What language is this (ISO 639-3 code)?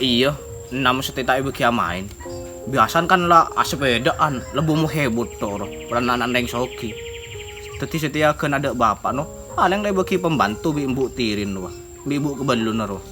mad